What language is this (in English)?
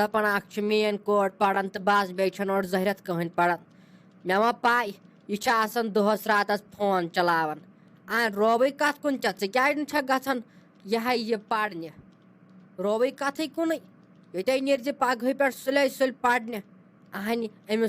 Kashmiri